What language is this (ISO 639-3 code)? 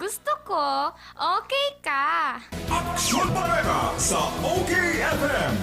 bik